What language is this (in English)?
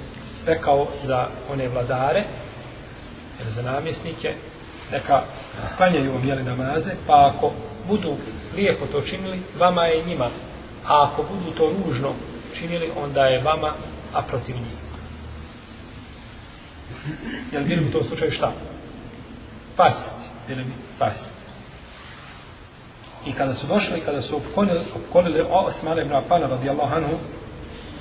Bosnian